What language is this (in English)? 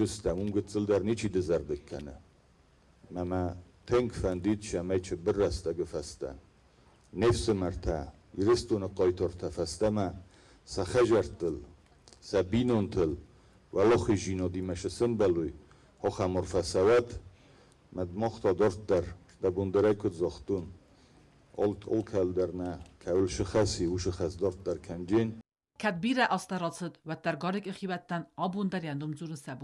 Ossetic